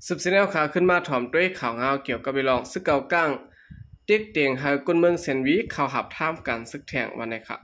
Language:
Shan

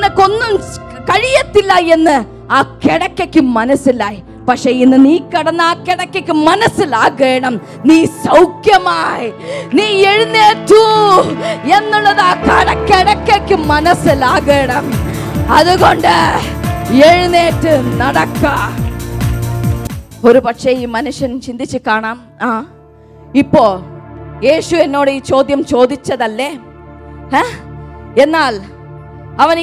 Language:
Malayalam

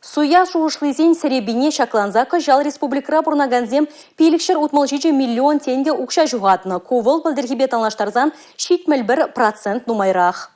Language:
Chuvash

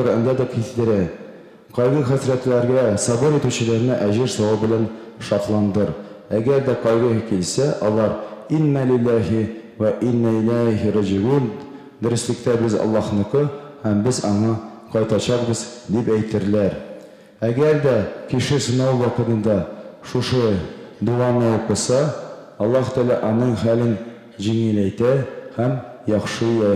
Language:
Tatar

